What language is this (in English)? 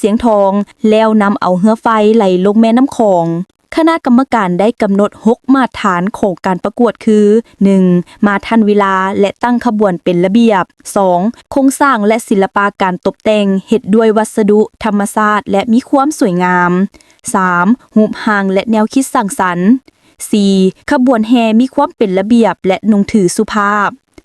Lao